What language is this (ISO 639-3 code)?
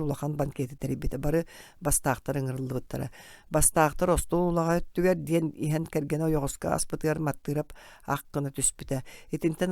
sah